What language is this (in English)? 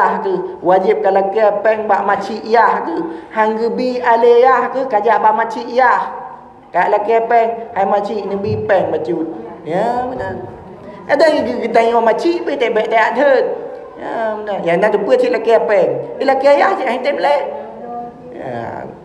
Achinese